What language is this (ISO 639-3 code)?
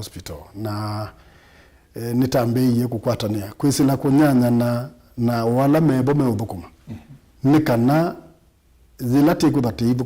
kam